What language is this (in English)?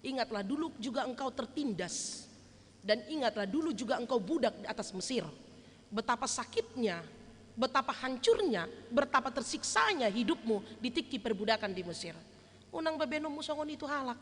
Batak Toba